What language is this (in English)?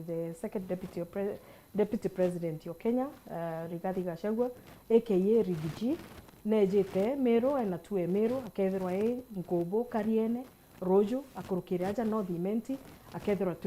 Meru